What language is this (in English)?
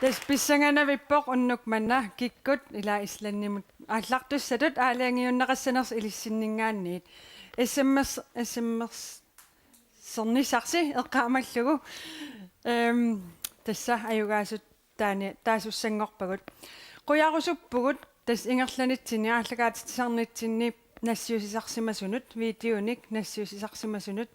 Kalaallisut